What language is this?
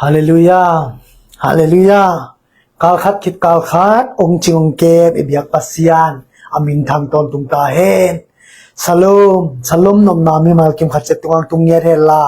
Tedim Chin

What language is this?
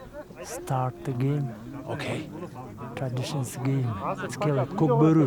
Breton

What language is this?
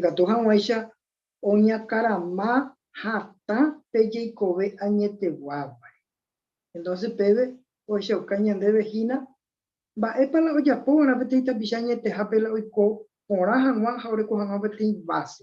Guarani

